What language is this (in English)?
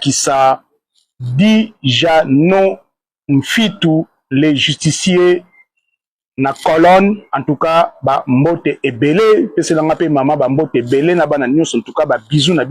Lingala